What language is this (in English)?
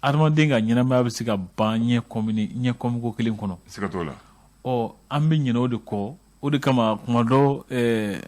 Bambara